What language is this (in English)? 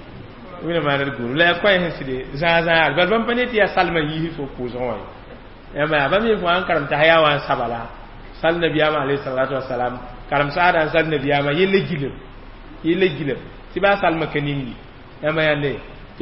Mossi